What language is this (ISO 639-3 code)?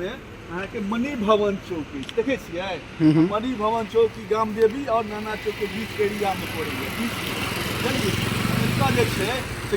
mai